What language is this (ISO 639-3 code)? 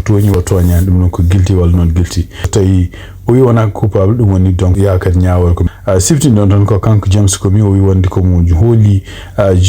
ful